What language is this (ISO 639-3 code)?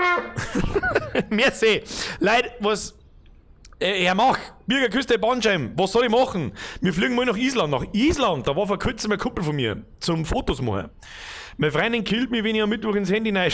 bar